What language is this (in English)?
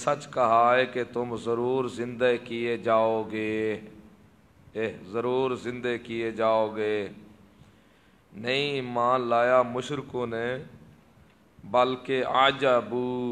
Urdu